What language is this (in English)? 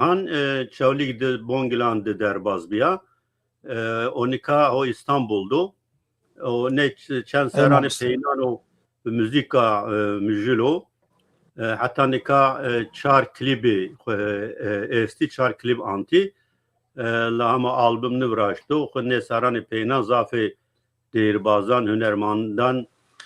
Zaza